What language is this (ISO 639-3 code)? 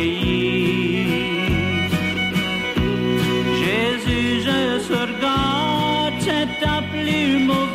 frc